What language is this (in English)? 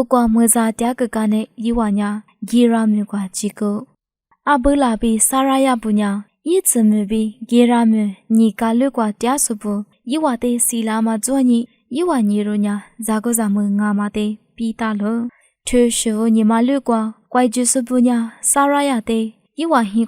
Lisu